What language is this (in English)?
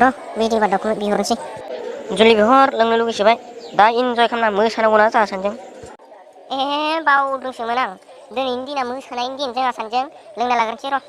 Bodo